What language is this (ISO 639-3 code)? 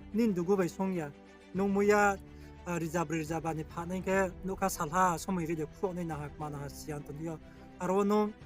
ria